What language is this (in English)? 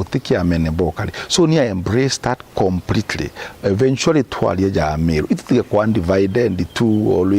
Meru